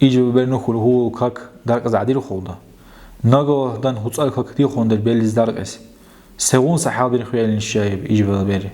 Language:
Dargwa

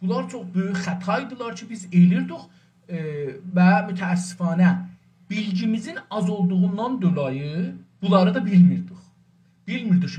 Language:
South Azerbaijani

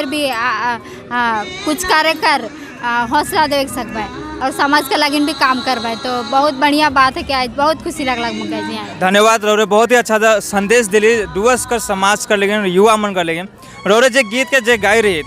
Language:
Sadri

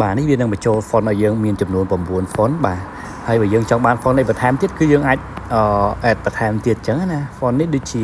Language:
Khmer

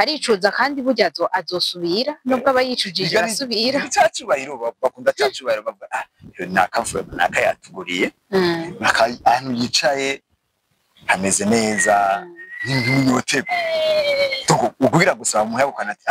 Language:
Rundi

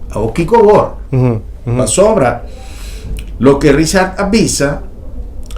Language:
Papiamento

